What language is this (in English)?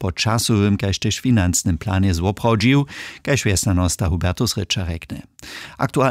Upper Sorbian